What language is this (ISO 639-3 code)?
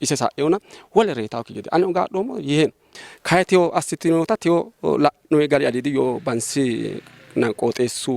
sid